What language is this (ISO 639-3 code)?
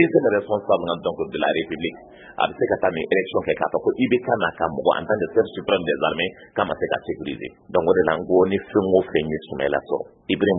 bam